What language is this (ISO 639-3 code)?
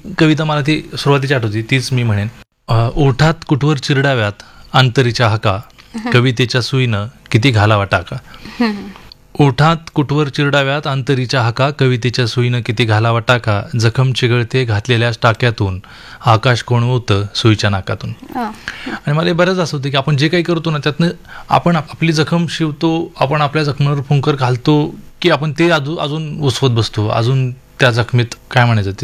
mar